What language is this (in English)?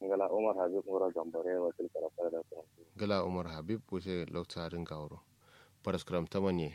Kanuri